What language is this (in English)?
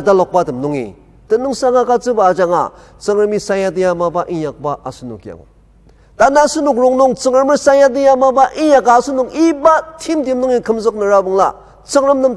Ao Naga